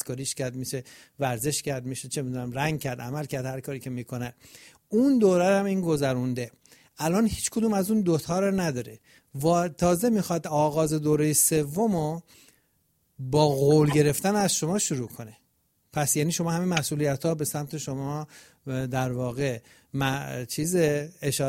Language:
Persian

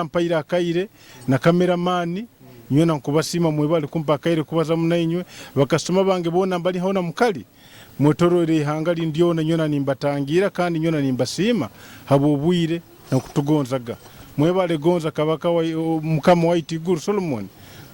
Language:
Nyoro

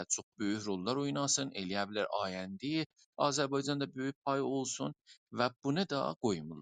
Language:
South Azerbaijani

